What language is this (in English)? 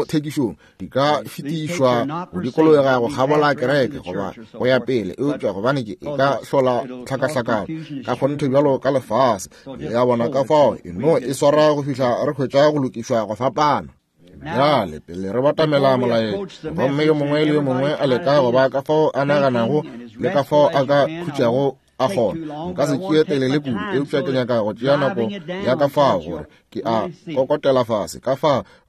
Northern Sotho